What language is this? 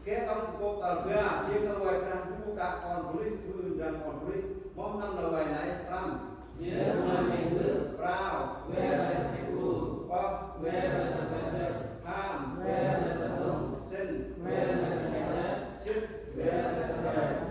Central Mnong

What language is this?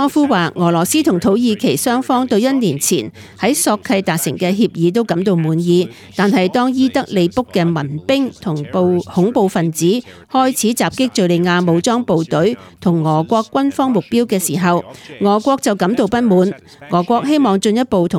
Cantonese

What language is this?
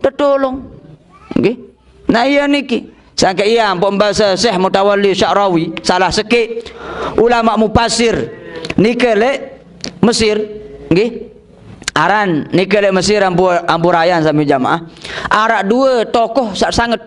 Sasak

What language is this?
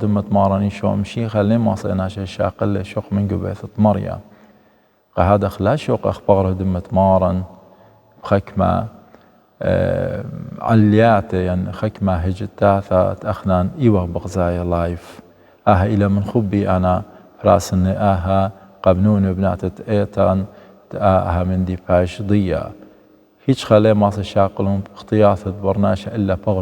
Assyrian Neo-Aramaic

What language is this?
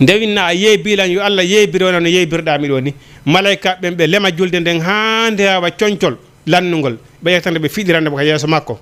Fula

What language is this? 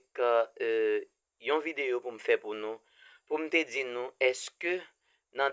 Haitian Creole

